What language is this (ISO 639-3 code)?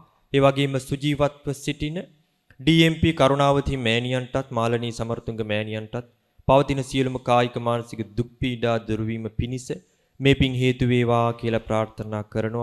sin